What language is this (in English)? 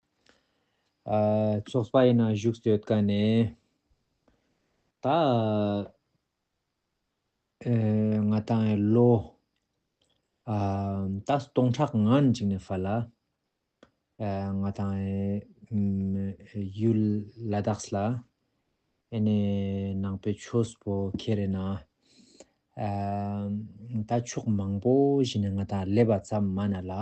Ladakhi